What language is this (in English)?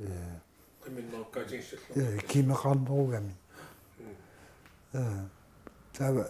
Kalaallisut